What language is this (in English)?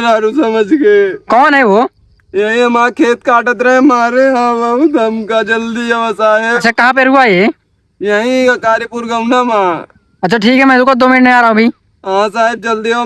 Awadhi